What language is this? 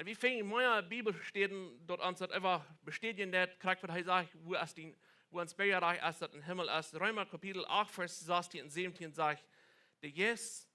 Plautdietsch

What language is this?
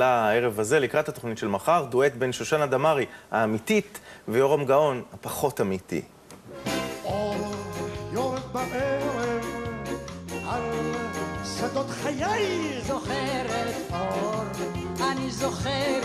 Hebrew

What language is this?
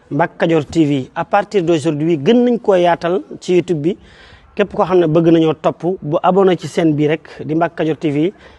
Wolof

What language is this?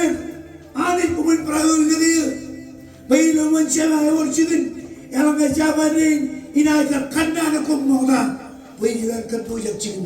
Marshallese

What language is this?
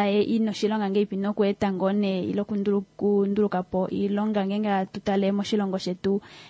Kuanyama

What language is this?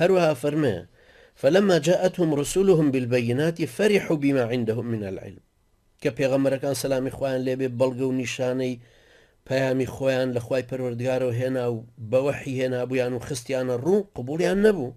Central Kurdish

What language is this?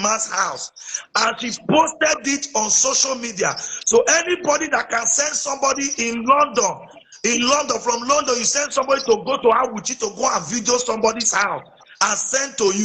Nigerian Pidgin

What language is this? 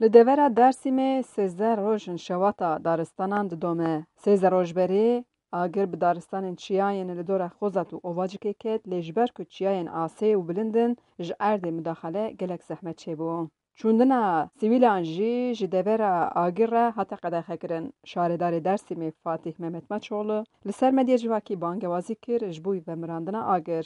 Kurdish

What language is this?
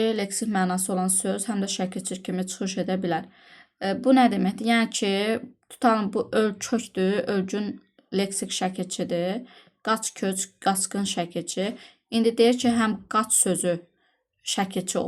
Azerbaijani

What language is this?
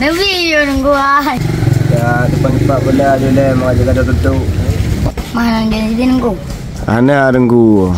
Achinese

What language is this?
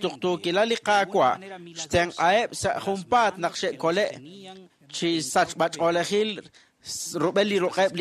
Kekchí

